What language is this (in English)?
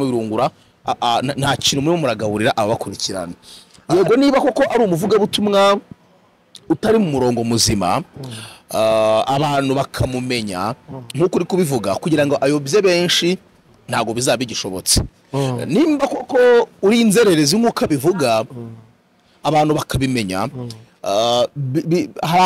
Kinyarwanda